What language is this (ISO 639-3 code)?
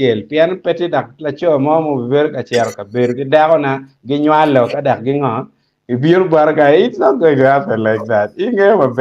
ach